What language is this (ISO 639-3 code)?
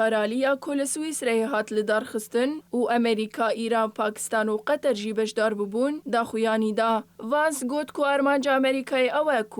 kur